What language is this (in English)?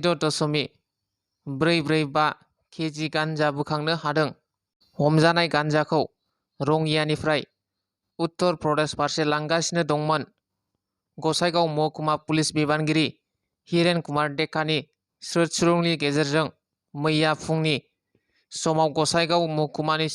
Bodo